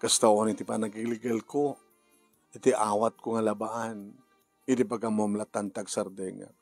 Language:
Iloko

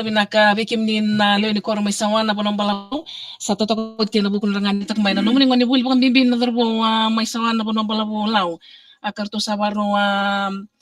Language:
Fijian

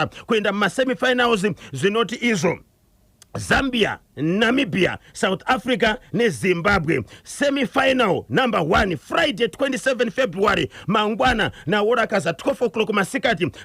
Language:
Shona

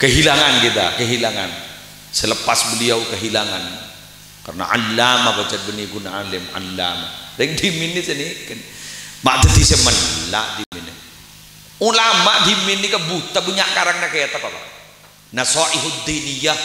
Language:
Madurese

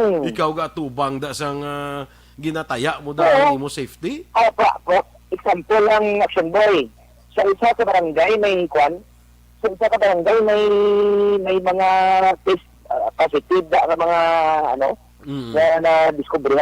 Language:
Hiligaynon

